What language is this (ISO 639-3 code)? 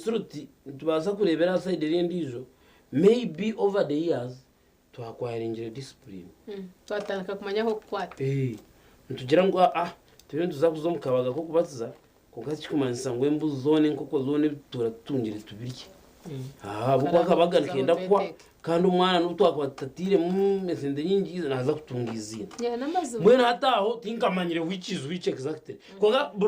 nyn